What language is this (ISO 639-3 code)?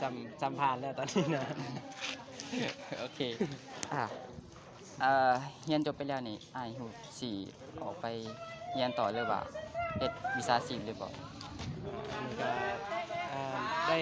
lao